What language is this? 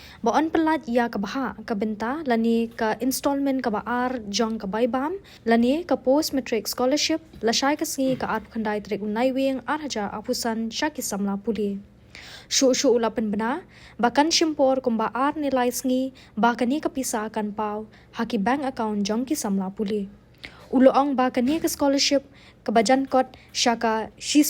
Khasi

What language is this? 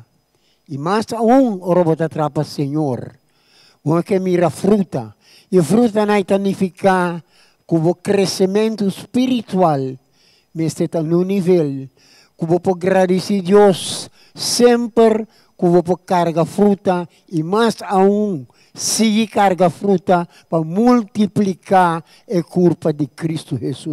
Papiamento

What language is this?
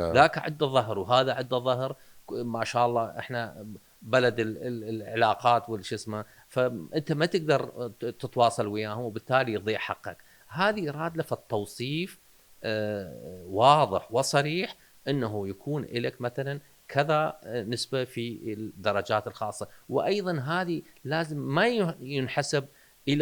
Mesopotamian Arabic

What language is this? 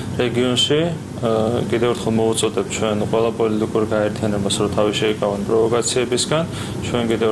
Georgian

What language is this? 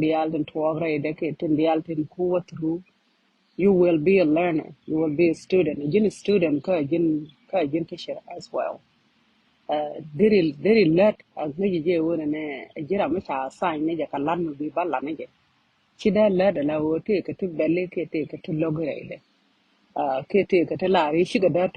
Nuer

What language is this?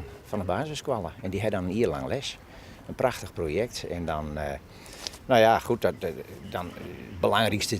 Western Frisian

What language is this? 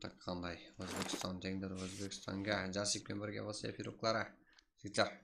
Kara-Kalpak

